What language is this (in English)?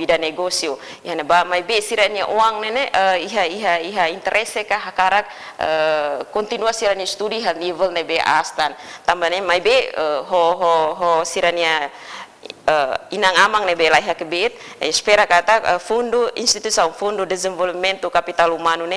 Tetum